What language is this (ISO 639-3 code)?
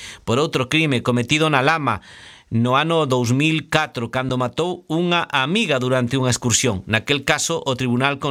glg